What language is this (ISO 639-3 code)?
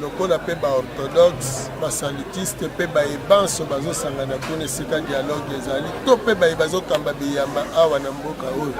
lin